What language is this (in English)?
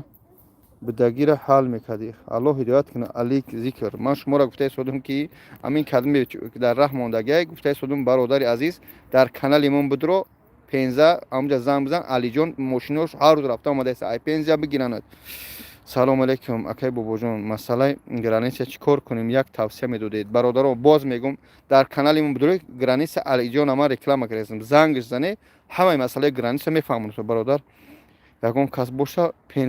Tajik